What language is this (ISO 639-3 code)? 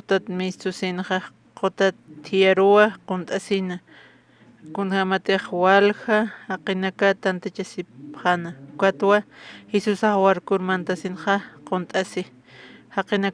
aym